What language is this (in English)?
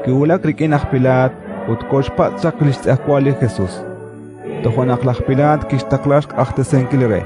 Kekchí